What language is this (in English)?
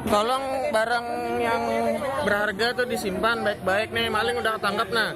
Banjar